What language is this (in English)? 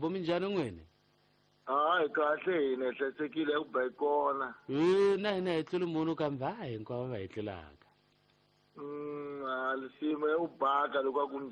Tsonga